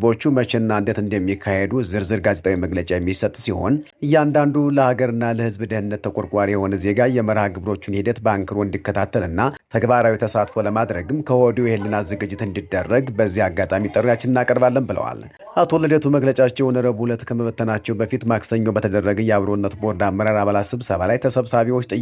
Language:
Amharic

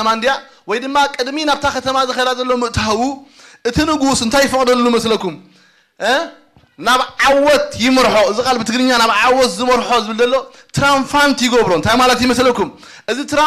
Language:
Tigrinya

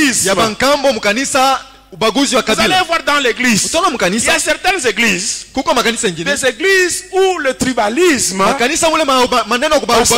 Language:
Swahili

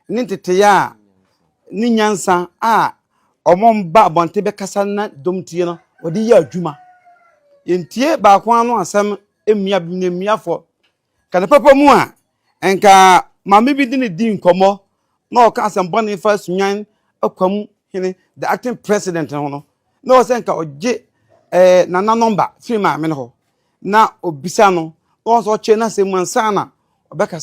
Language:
Akan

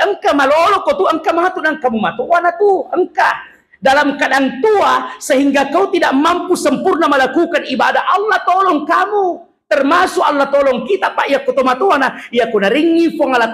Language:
Buginese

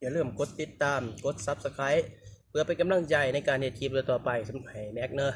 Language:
Northeastern Thai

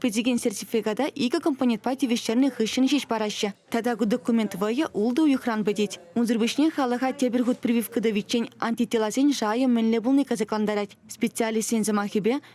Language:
Chuvash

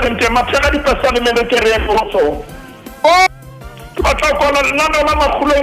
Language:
Southern Sotho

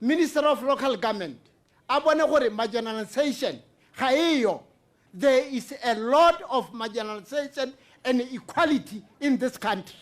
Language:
Tswana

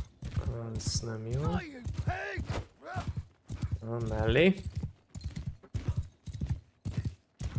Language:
Hungarian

